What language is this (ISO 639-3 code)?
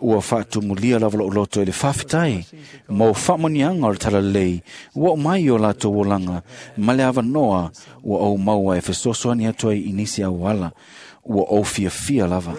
smo